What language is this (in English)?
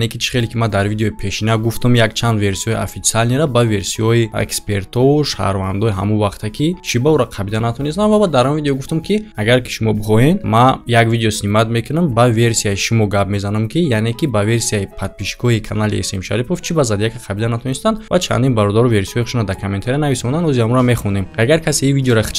Tajik